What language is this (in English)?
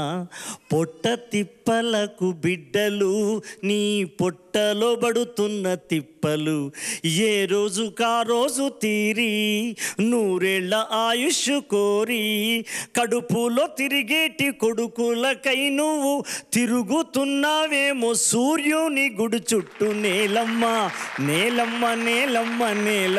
Telugu